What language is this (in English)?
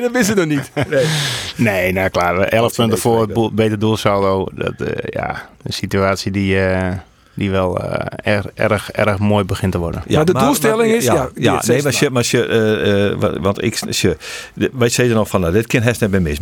Western Frisian